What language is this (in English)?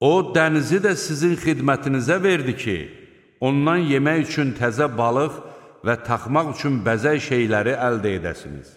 Azerbaijani